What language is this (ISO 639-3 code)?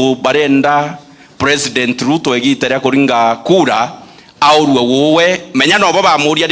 mer